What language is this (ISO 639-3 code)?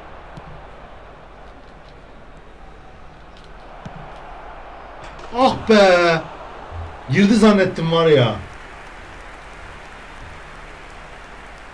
tur